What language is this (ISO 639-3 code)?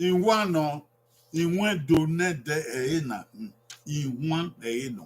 bin